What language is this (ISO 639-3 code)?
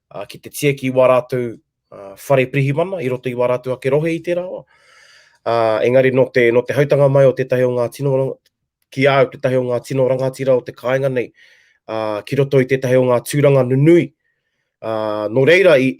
mri